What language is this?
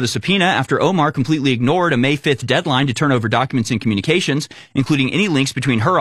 English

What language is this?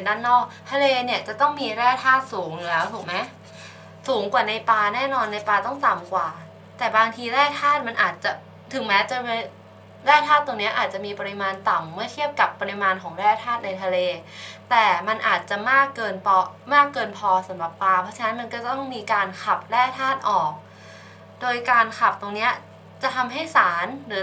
Thai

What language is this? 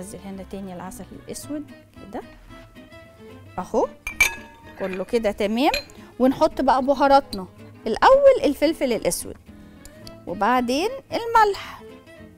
Egyptian Arabic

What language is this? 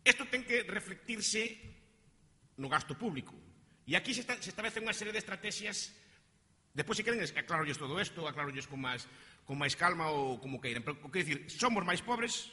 Galician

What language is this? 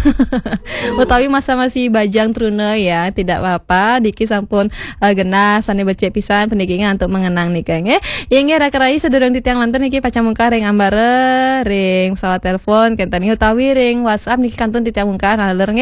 Balinese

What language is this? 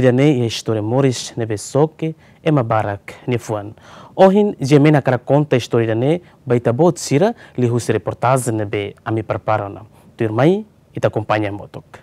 Tetum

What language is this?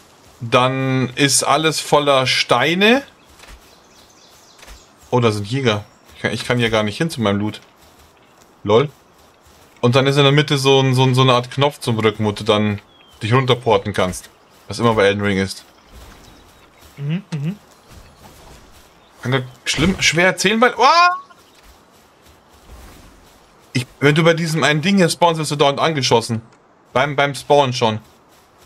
German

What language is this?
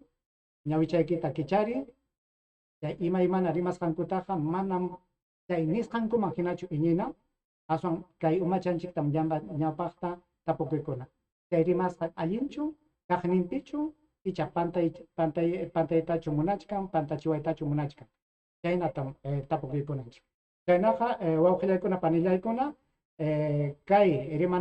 Ayacucho Quechua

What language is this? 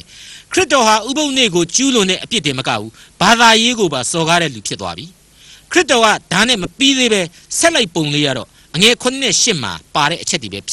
Burmese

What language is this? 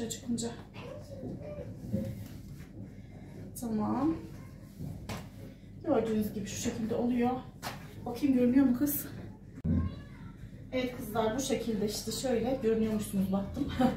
Turkish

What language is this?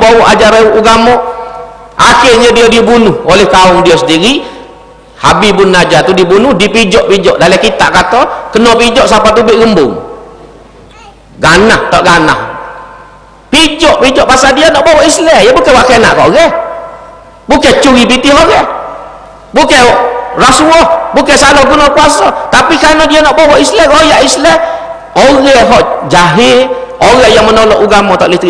Malay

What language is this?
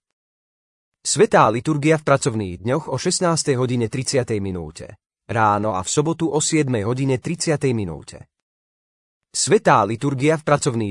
Slovak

